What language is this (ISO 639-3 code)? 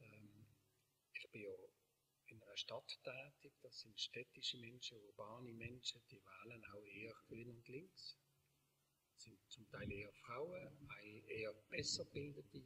gsw